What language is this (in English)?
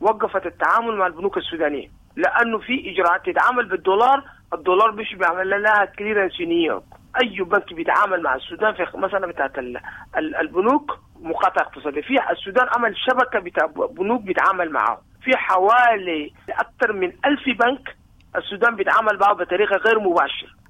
Sudanese Arabic